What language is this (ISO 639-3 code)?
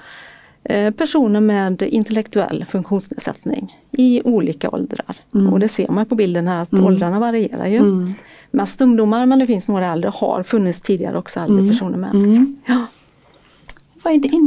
swe